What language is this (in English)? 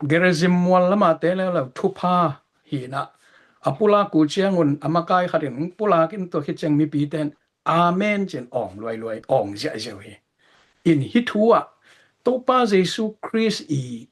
Tedim Chin